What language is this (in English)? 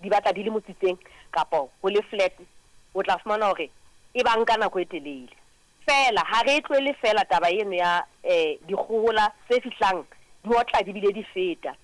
Southern Sotho